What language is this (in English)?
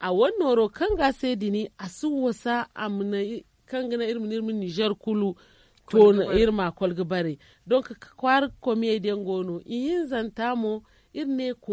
Zarma